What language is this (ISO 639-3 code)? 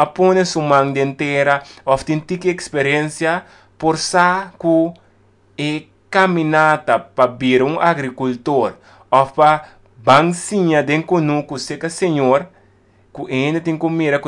pap